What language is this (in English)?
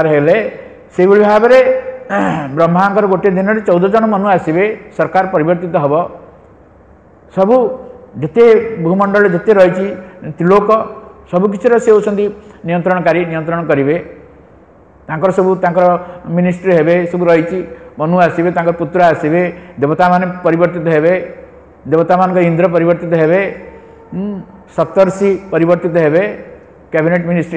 Odia